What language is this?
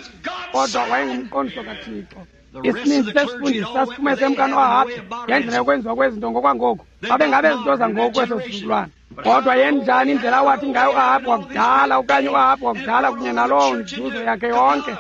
Xhosa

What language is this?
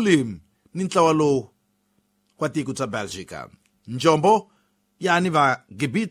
Tsonga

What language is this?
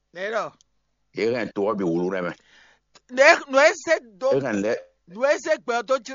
Fon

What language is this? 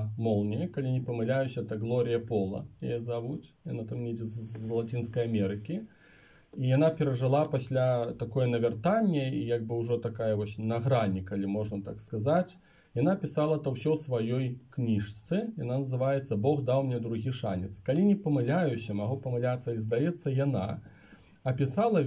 Belarusian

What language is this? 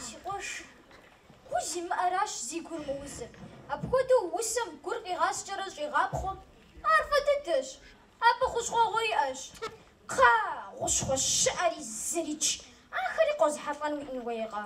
Kabardian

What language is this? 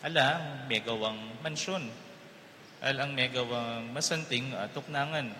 Pampanga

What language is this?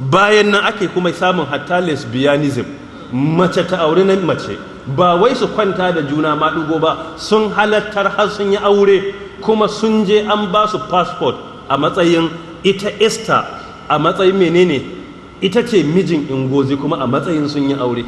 Hausa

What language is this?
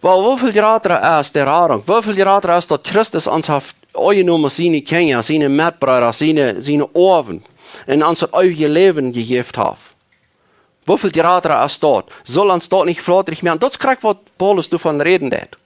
Plautdietsch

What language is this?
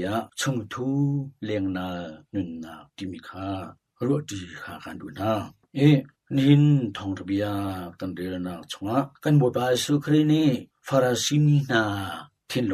Hakha Chin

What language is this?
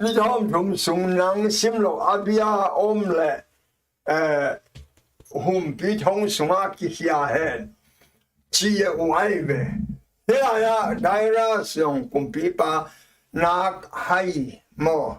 Tedim Chin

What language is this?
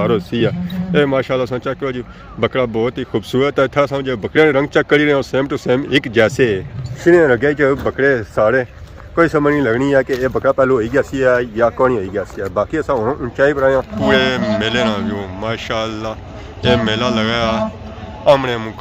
Pahari-Potwari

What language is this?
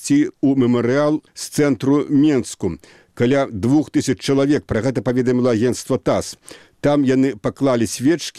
Belarusian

